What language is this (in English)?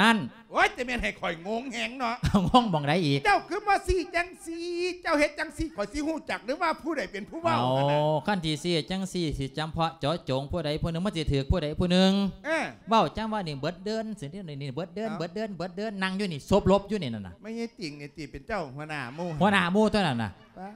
Lao